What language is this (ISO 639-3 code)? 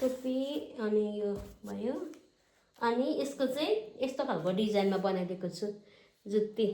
nep